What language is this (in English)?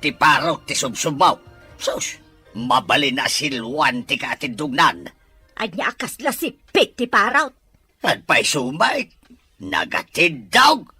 Iloko